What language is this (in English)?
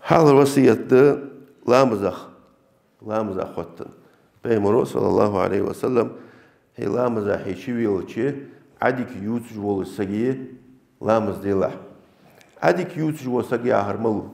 Ingush